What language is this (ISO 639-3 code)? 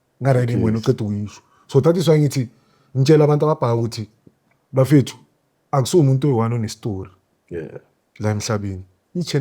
zul